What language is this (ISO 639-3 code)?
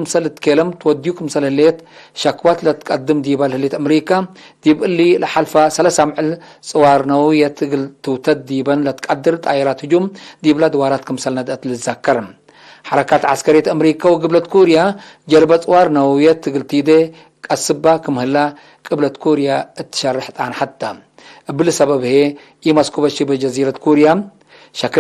tig